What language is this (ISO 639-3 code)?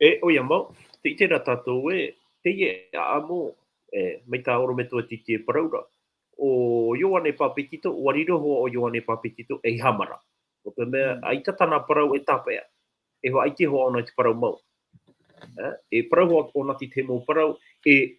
tah